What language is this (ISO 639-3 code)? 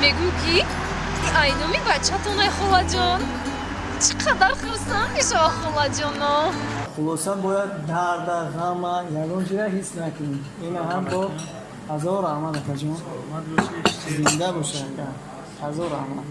tgk